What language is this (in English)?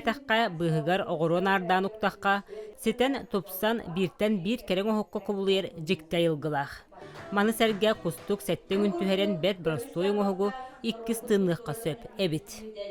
Yakut